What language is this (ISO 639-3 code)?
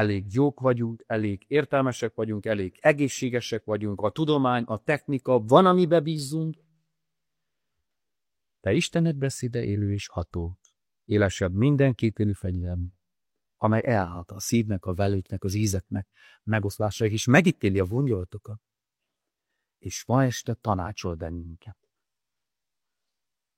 hun